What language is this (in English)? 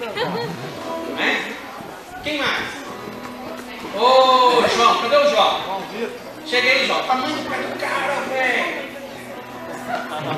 Portuguese